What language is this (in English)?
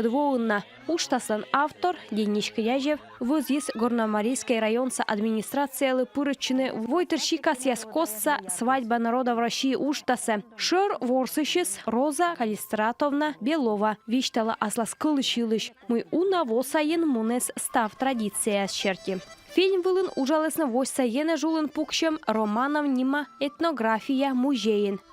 Komi